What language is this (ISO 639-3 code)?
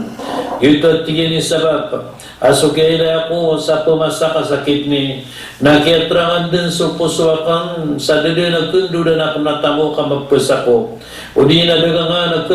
mrw